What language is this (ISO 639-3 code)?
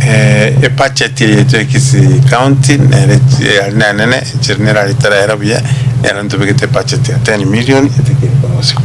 guz